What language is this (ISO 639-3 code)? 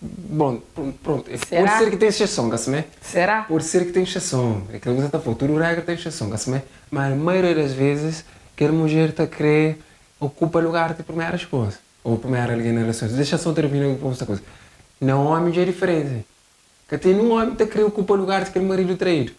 kea